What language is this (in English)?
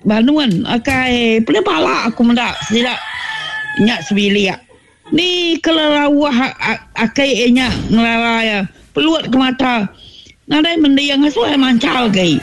Iban